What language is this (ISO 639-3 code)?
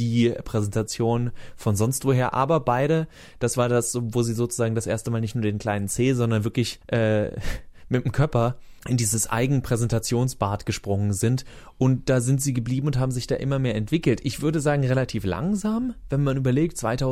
deu